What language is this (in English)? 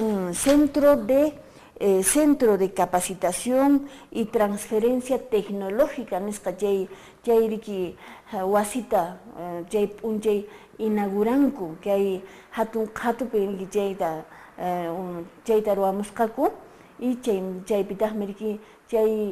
Quechua